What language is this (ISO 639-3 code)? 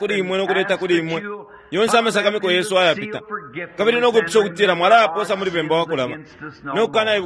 bem